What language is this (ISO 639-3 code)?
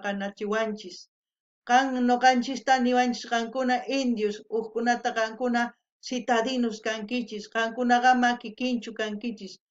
quh